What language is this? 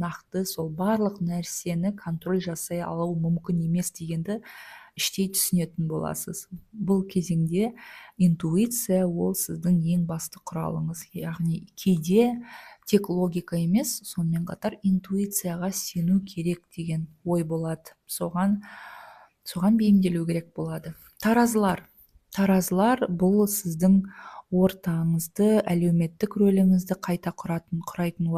Kazakh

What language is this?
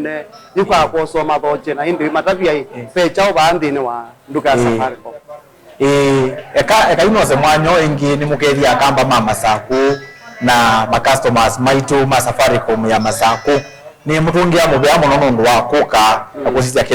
Kamba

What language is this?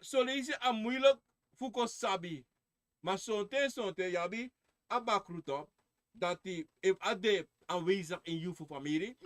Sranan Tongo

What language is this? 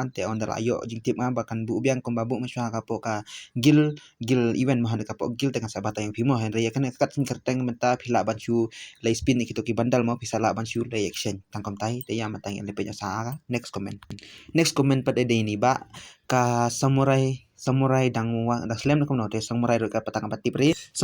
Khasi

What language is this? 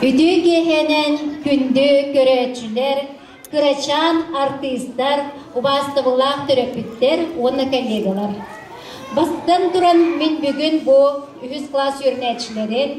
Yakut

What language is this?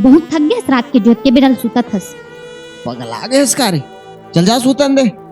Chhattisgarhi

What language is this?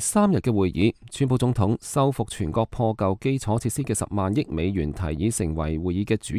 Cantonese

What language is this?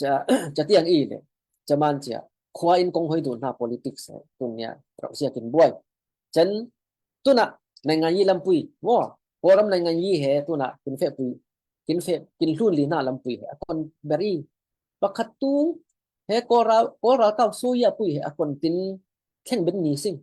Falam Chin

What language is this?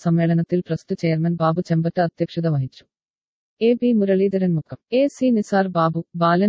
Malayalam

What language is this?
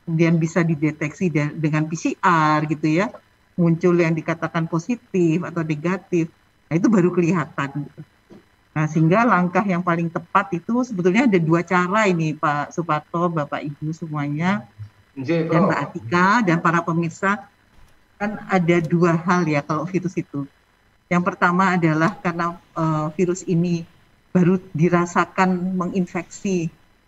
Indonesian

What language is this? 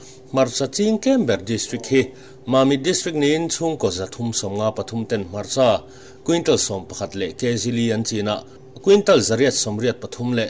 Mizo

